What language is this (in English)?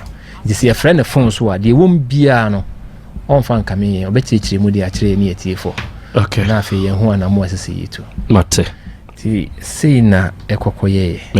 Akan